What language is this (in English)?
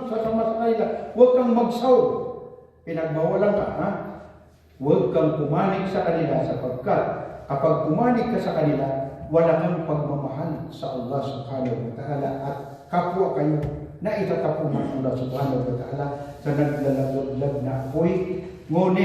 Maranao